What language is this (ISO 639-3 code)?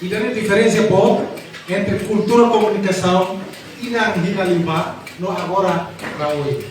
tet